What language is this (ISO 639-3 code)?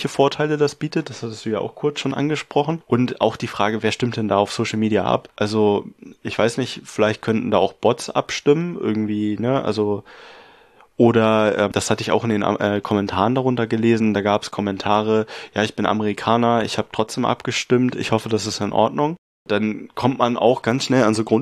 deu